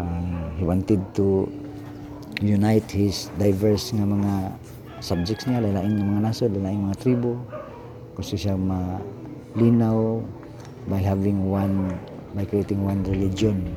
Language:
Cebuano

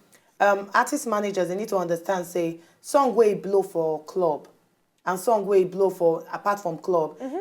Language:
Nigerian Pidgin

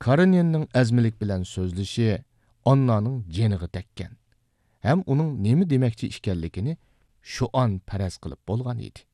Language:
Uyghur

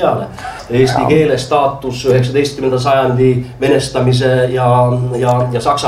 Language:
Estonian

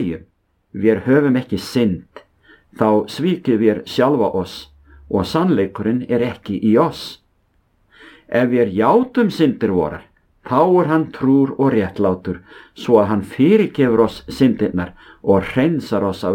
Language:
Icelandic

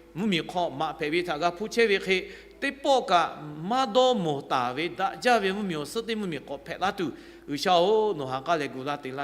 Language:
Lahu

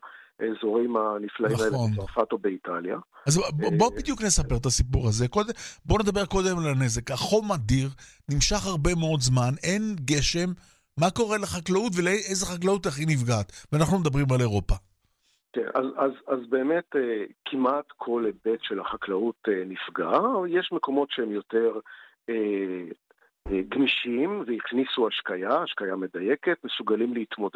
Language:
Hebrew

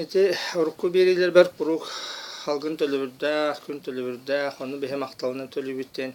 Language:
Yakut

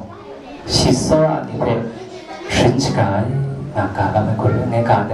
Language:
Kachin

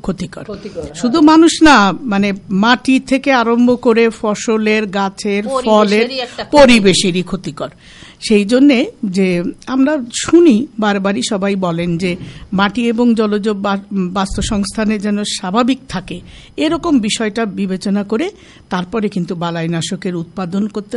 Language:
Bangla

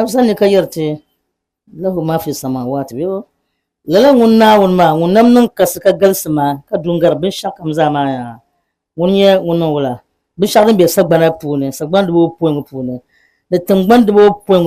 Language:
Dagbani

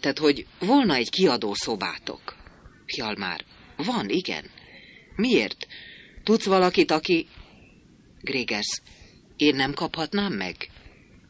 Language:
Hungarian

